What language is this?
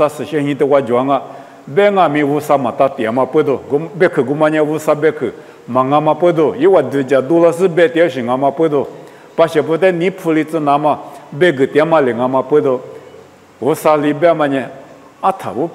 Lisu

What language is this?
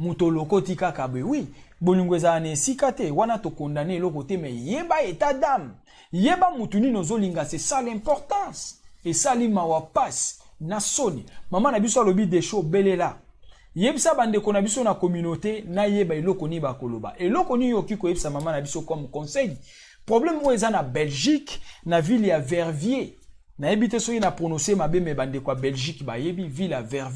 Lingala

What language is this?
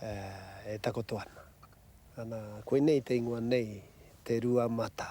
Māori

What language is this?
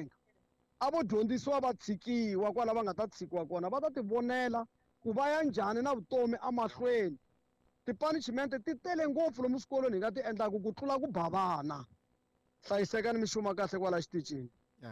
Tsonga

